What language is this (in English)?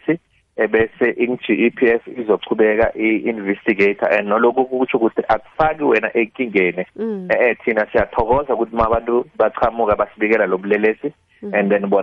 South Ndebele